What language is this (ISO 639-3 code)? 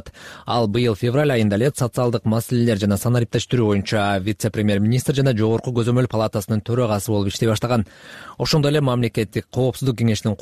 kir